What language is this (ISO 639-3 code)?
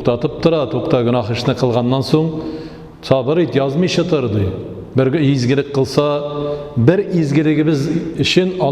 tat